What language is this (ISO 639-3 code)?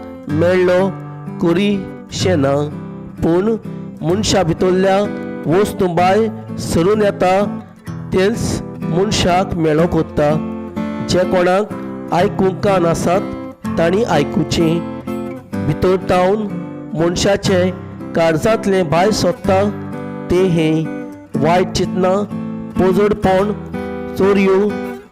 kok